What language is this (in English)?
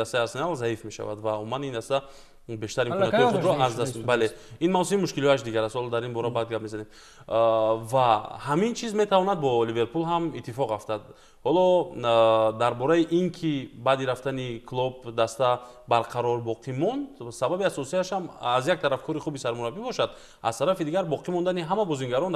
Tajik